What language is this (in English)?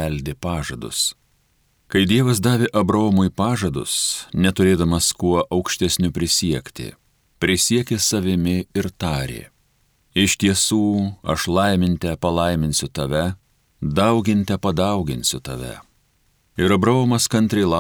Lithuanian